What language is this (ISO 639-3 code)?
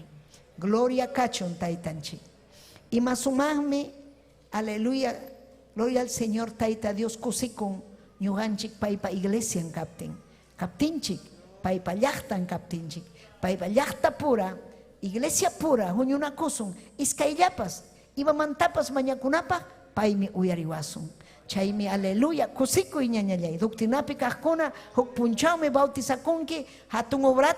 quy